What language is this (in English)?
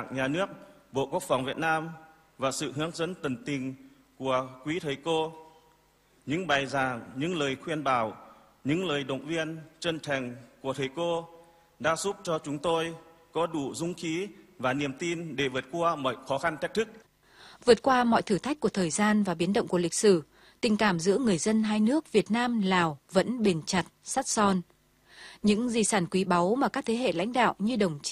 Vietnamese